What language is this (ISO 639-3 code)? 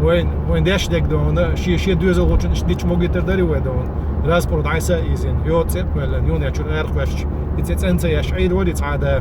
che